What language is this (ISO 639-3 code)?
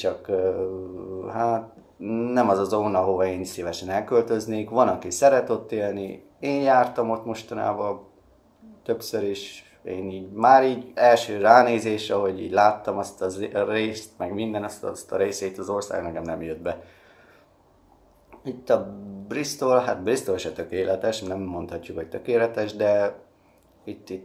hun